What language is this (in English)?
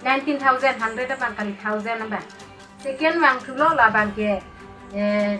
Karbi